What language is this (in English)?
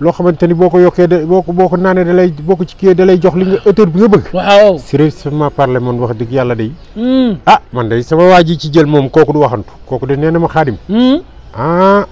Wolof